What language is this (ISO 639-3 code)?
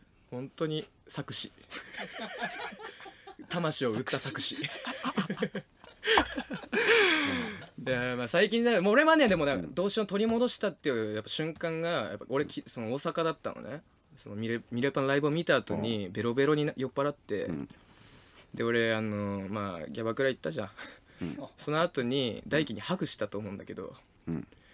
jpn